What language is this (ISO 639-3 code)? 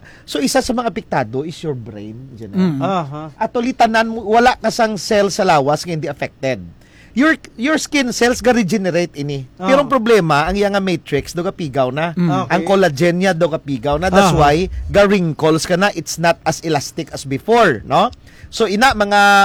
hil